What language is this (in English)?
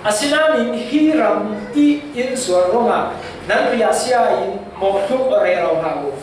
Falam Chin